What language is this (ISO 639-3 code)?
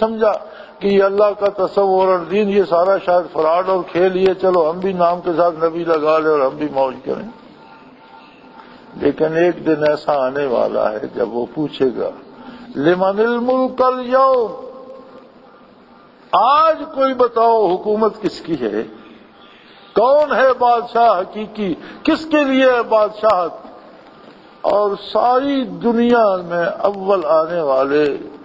urd